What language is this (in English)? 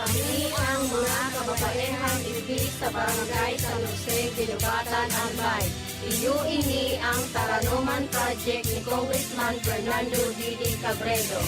Bikol